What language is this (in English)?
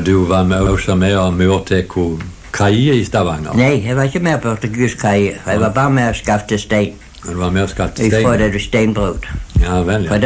Norwegian